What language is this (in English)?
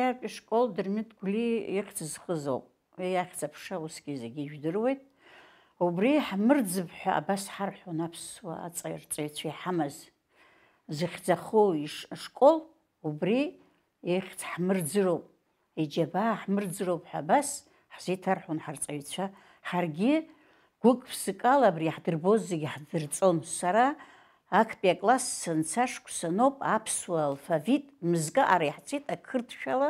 Abkhazian